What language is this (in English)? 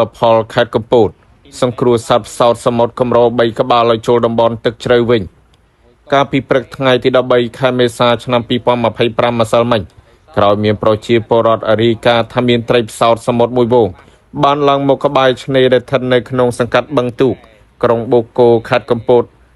Khmer